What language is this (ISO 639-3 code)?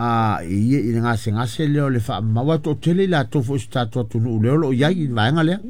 smo